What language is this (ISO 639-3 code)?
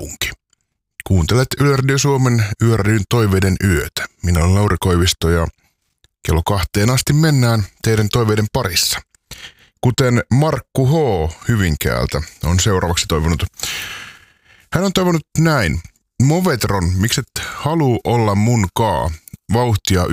fin